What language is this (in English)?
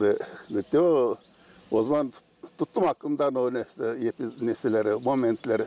Gagauz